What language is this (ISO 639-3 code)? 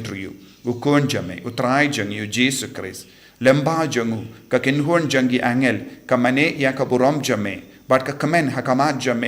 kha